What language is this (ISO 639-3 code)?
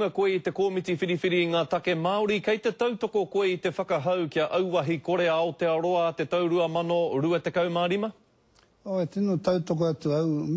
mri